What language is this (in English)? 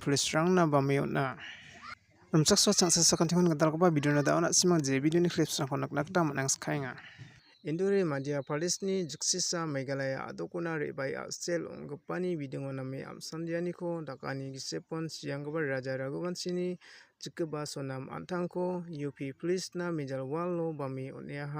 Garo